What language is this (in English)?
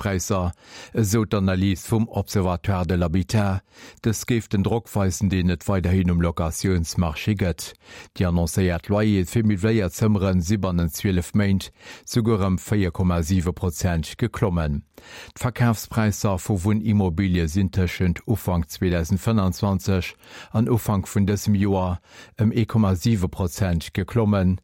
Luxembourgish